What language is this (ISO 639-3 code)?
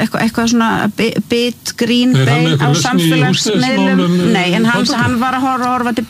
isl